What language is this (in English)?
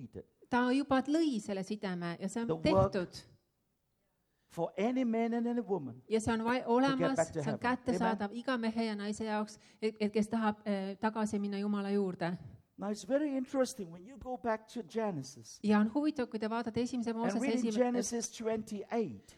Estonian